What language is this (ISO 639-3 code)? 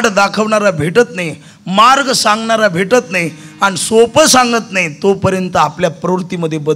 mar